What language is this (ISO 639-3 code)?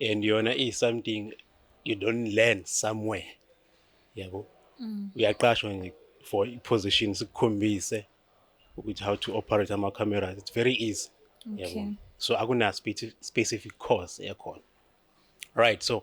zul